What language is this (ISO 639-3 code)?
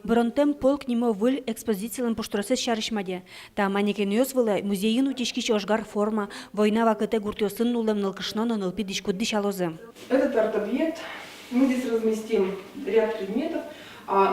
udm